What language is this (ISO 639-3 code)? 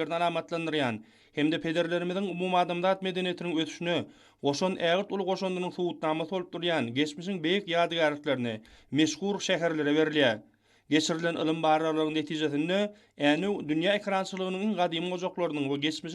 tuk